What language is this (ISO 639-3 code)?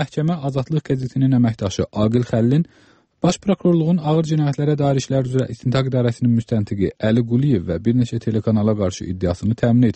aze